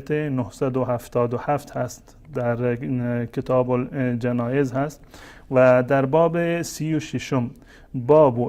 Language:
Persian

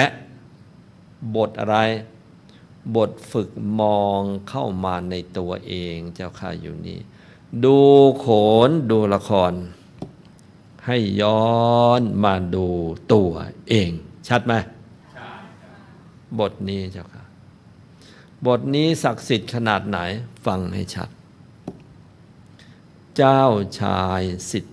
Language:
Thai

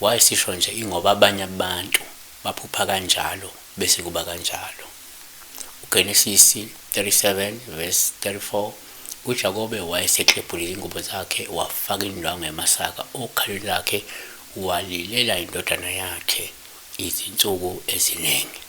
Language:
Zulu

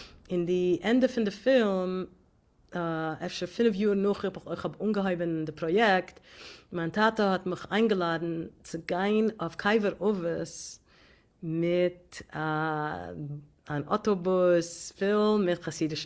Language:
Yiddish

